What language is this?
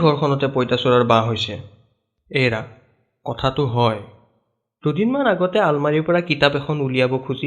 Assamese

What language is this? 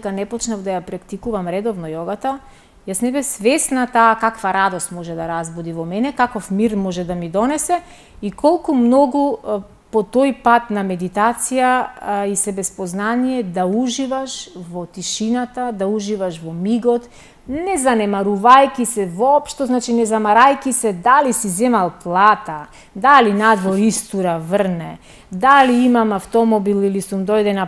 Macedonian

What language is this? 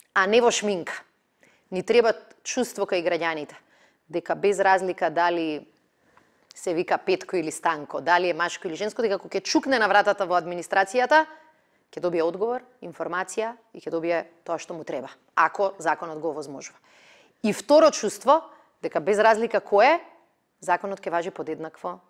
Macedonian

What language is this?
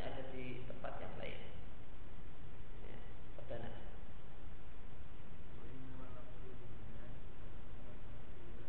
Indonesian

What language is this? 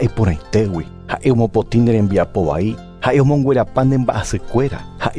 Guarani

